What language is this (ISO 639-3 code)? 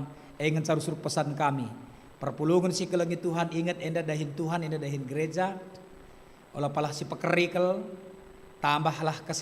btx